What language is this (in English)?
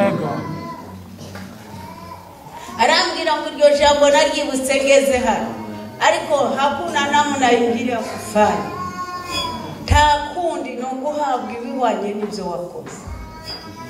Kinyarwanda